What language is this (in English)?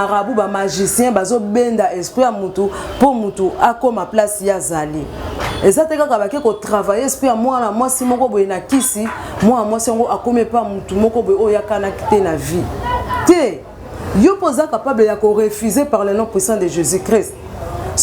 Lingala